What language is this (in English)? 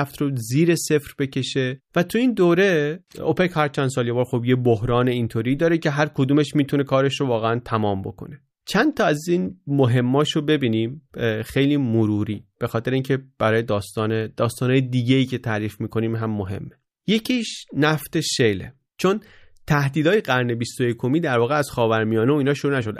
Persian